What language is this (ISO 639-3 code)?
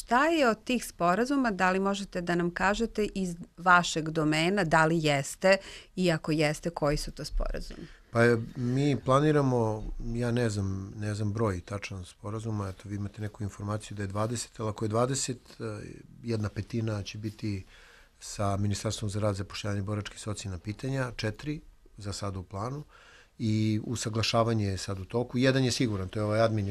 srp